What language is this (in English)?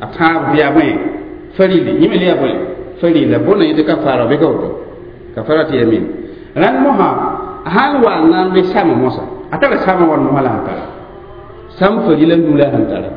Mossi